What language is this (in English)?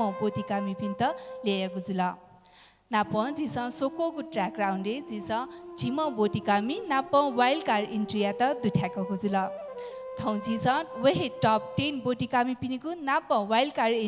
Newari